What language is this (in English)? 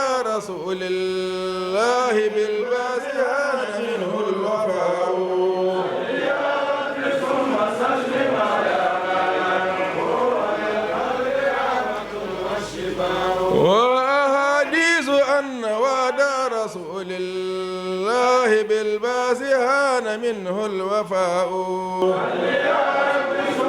Fula